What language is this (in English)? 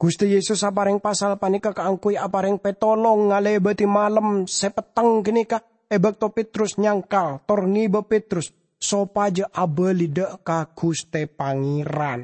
Madurese